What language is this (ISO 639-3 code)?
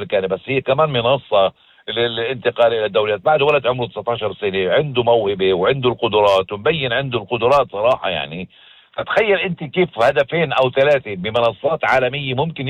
apc